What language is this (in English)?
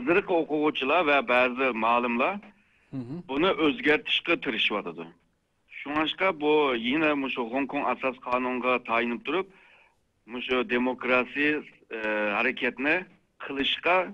Uyghur